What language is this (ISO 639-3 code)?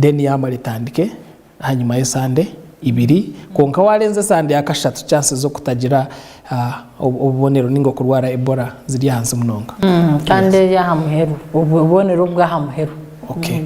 nyn